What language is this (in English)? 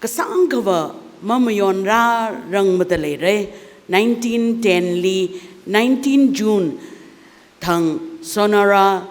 Tangkhul Naga (India)